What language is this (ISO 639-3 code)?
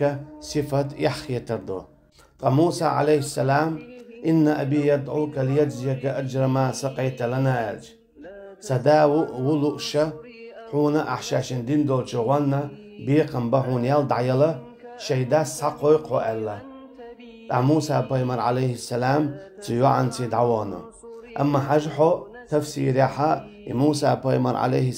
che